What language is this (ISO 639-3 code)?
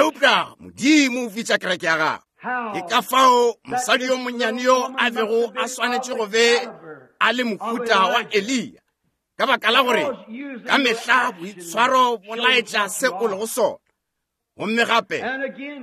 nso